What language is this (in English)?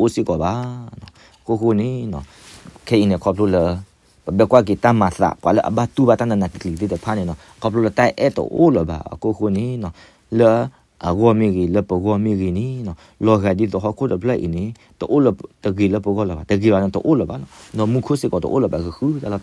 S'gaw Karen